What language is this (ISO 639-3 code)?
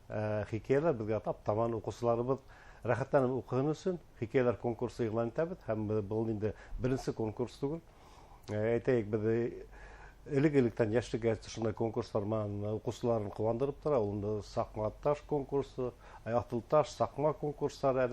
bak